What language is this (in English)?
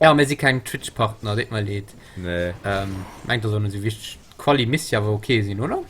Luxembourgish